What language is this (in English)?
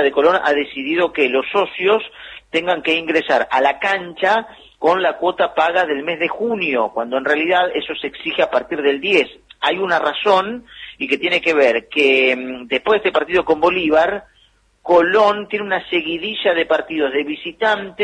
Spanish